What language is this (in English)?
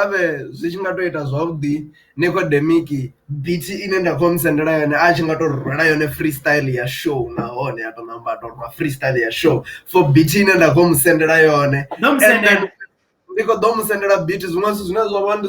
Venda